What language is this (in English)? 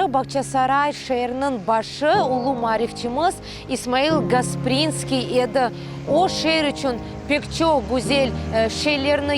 Crimean Tatar